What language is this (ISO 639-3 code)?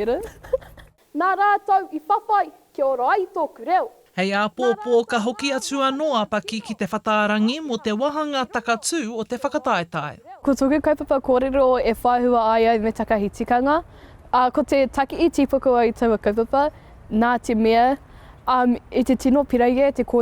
mri